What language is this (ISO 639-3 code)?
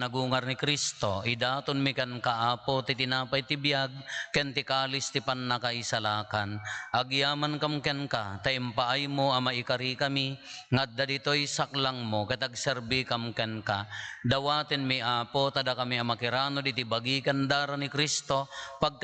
ilo